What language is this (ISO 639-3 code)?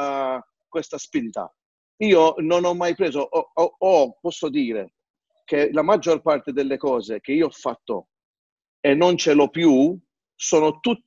ita